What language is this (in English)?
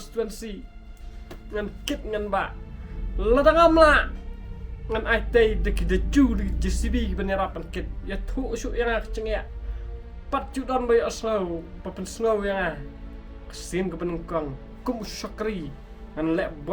Khasi